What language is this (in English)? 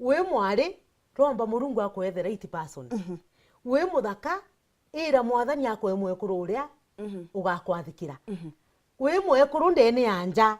Meru